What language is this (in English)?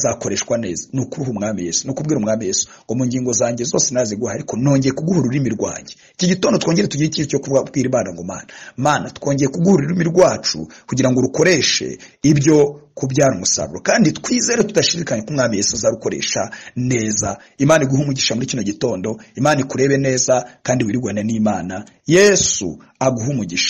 Kinyarwanda